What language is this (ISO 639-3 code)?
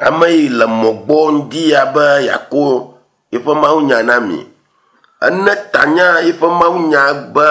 ewe